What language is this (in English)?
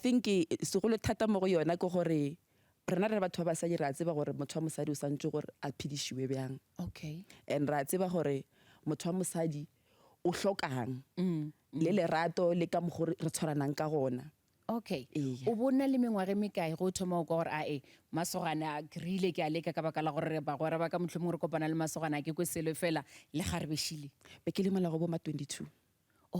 Northern Sotho